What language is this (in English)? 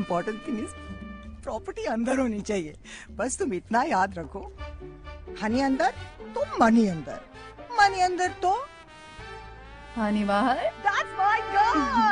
Hindi